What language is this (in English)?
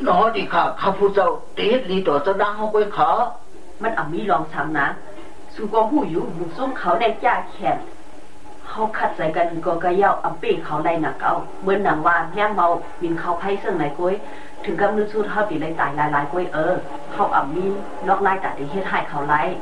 Shan